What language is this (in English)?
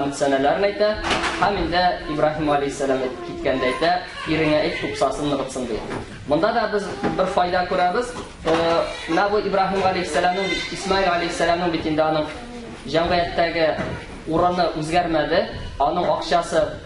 Tatar